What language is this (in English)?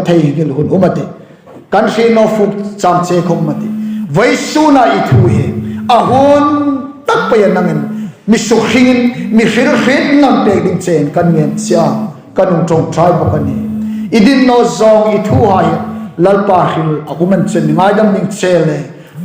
Hmar